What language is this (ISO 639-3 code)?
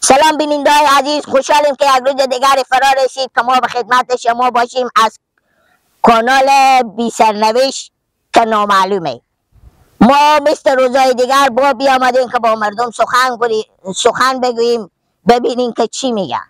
fas